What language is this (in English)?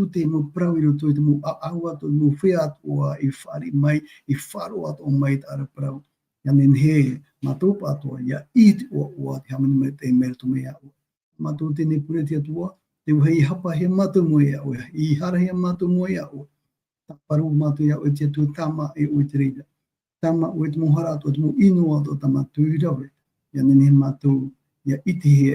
Tahitian